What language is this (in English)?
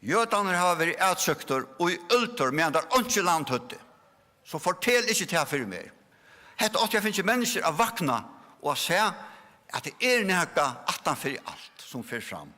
Faroese